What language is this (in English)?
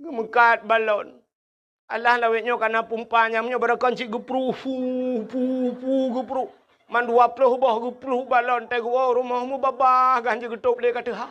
Achinese